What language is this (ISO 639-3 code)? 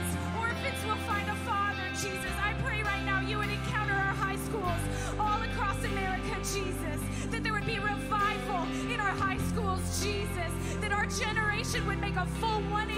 eng